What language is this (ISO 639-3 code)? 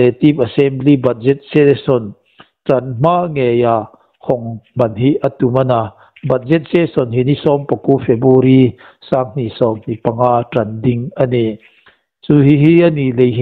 hmr